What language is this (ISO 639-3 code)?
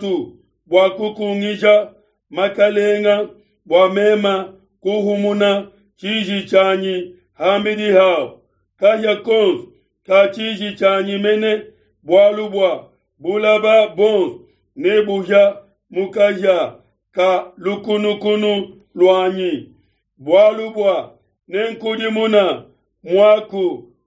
lua